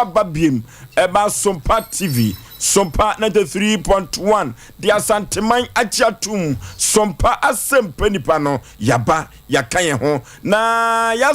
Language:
Akan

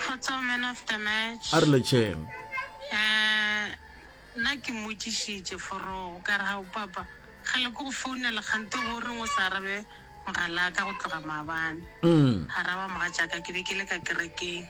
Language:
Northern Sotho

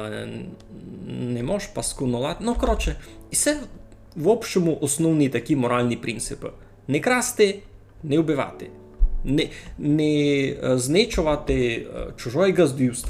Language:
Rusyn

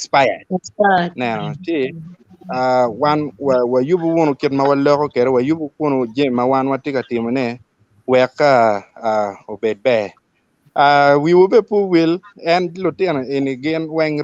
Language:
Acoli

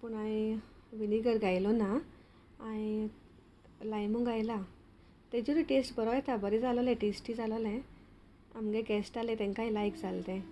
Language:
Konkani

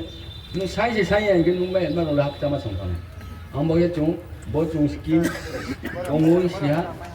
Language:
Riang (India)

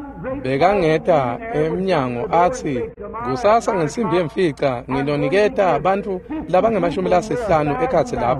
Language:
Swati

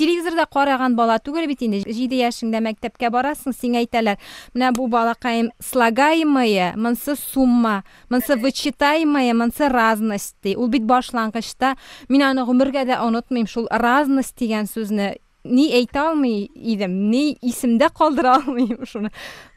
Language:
Tatar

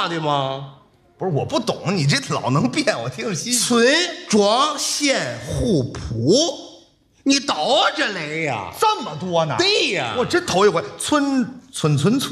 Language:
Chinese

